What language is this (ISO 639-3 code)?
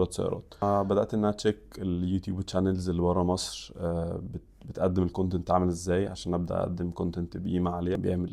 arz